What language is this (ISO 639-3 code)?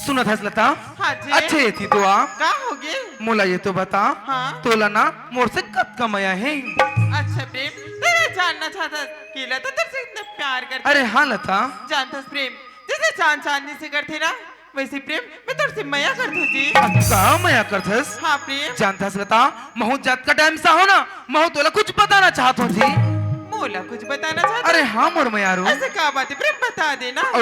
hne